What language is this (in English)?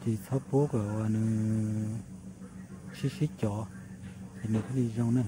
Hmong